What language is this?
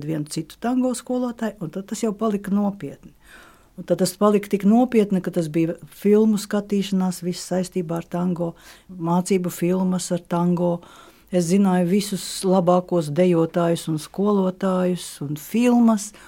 Latvian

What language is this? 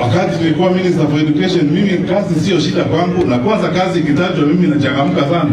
Swahili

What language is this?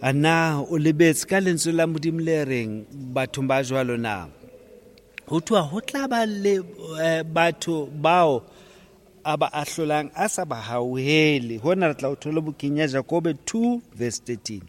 Southern Sotho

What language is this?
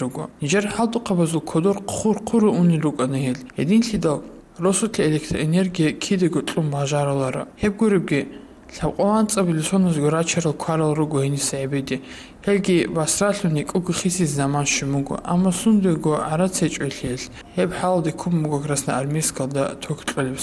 Avaric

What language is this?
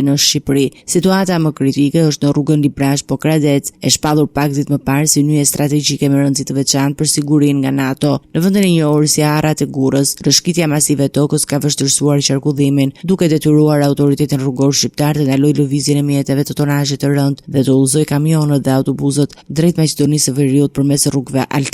Albanian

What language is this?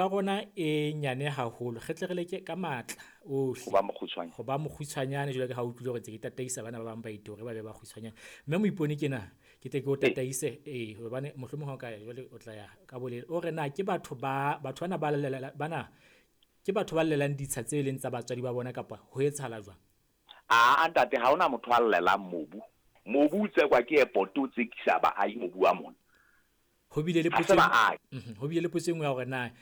Southern Sotho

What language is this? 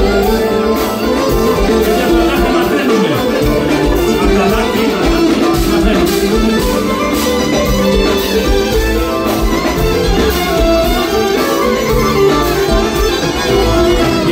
Greek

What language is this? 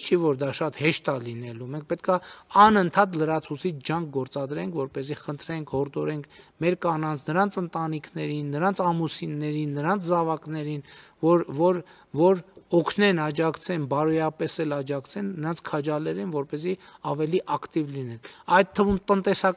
Armenian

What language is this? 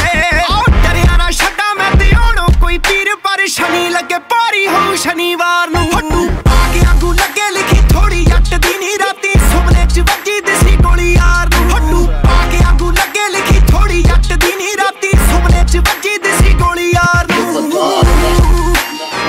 Punjabi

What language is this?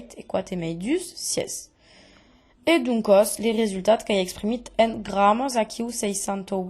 Occitan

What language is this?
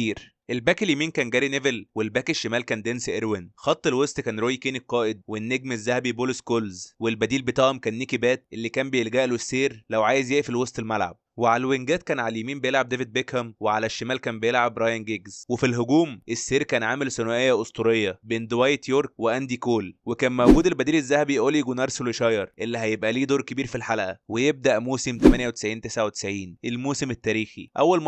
Egyptian Arabic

